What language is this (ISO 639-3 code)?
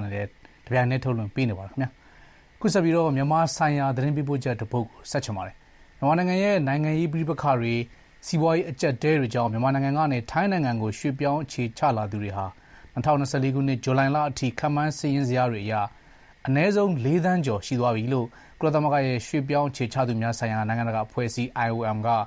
mya